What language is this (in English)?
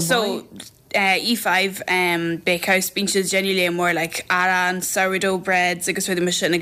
Irish